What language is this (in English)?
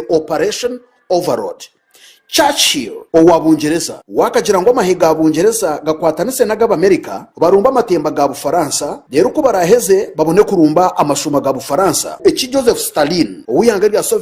Nyankole